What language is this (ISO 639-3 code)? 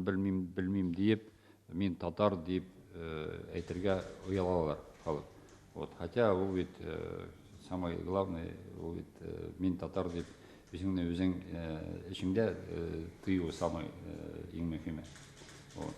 tat